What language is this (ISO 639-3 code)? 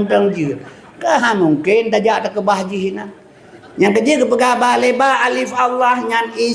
ace